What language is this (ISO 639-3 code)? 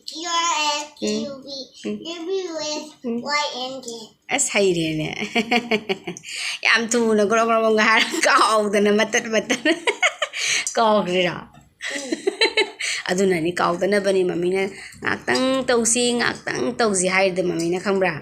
mni